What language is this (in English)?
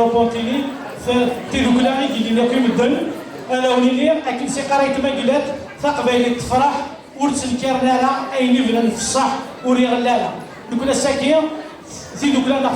Kabyle